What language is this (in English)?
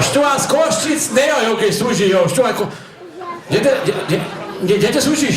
Upper Sorbian